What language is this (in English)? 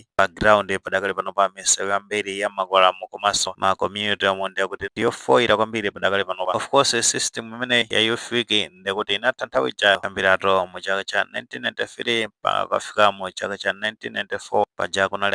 Nyanja